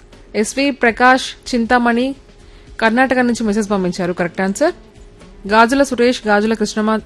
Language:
Telugu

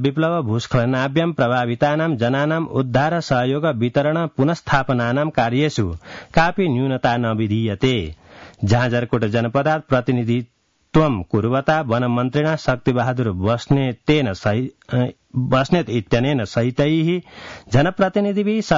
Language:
Sanskrit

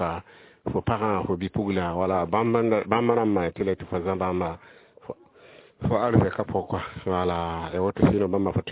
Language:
Mossi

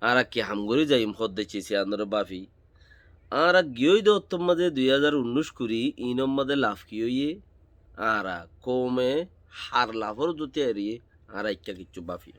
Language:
Rohingya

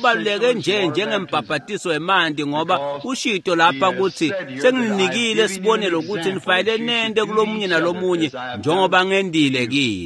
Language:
Swati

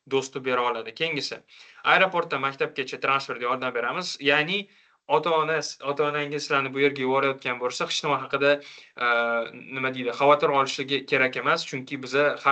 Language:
Uzbek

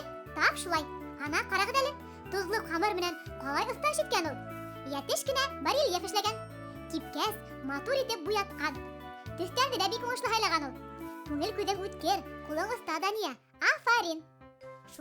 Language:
Bashkir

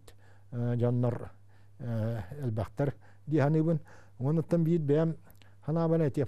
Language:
Yakut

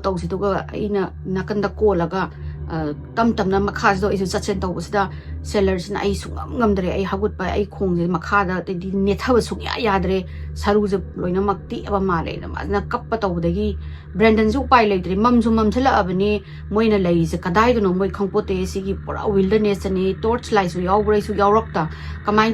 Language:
Manipuri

